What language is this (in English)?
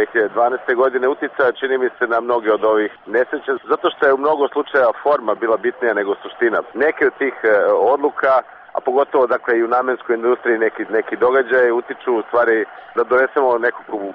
Serbian